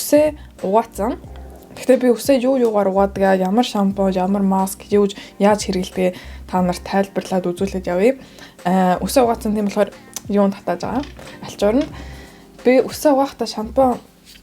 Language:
Mongolian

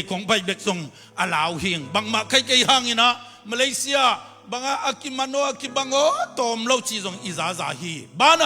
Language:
Tedim Chin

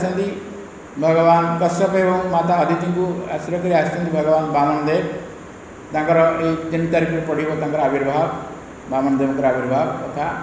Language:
Odia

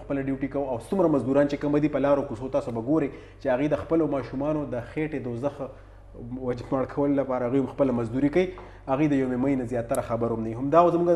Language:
Pashto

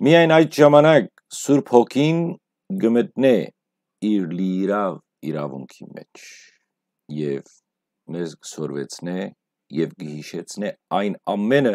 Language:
Western Armenian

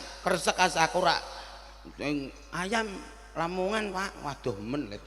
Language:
Javanese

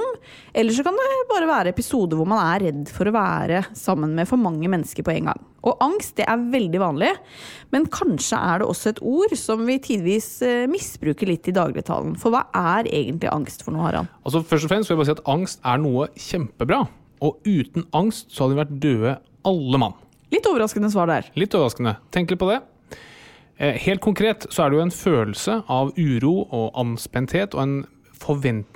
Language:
Norwegian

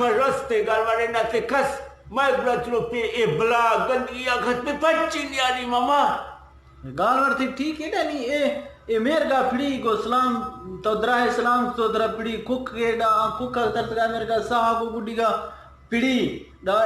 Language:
Eastern Balochi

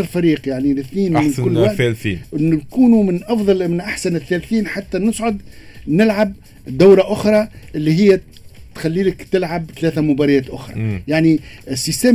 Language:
Tunisian Arabic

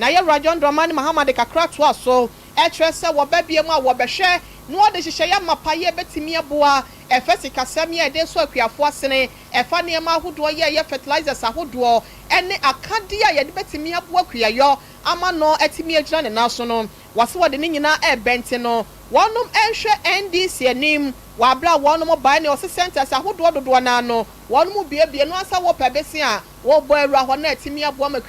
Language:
Akan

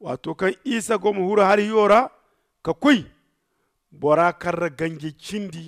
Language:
Zarma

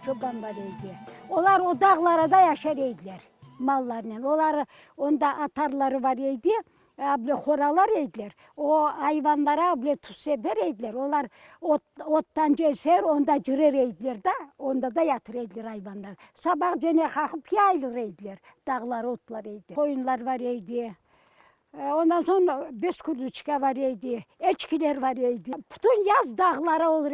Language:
Crimean Tatar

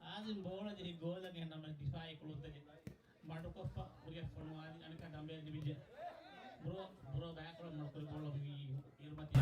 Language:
Divehi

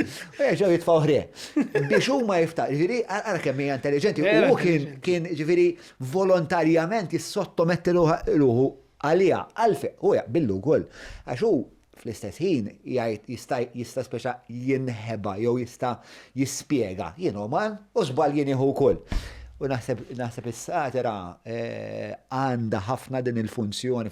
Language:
Maltese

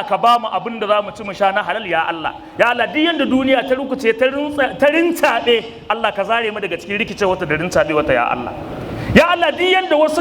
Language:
Hausa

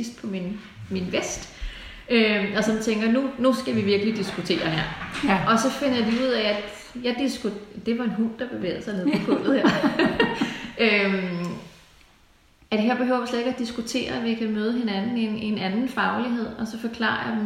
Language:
Danish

